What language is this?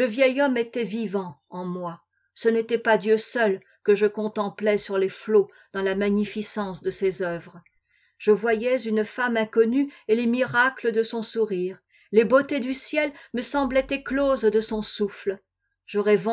French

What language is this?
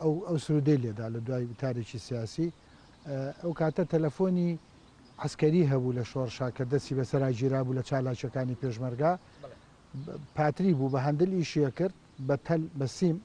Central Kurdish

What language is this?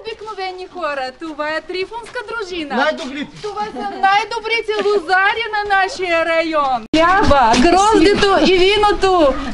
Bulgarian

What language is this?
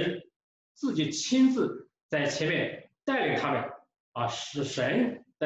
Chinese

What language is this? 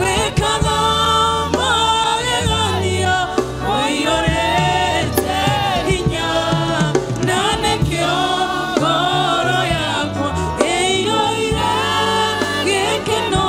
Kikuyu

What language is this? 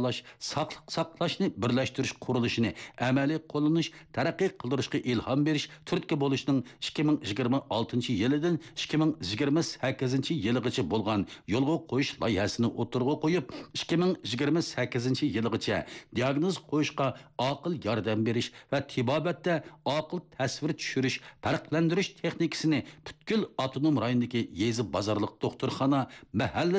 Uyghur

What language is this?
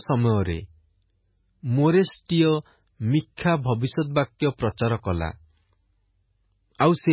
Odia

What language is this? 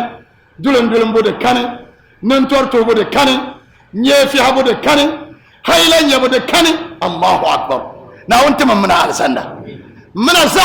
Dagbani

